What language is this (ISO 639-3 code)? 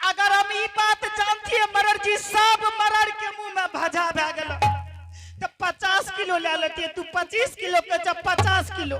anp